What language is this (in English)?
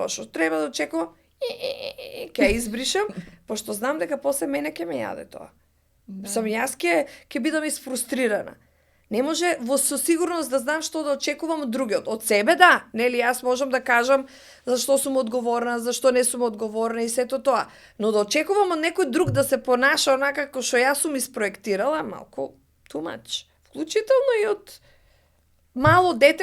Macedonian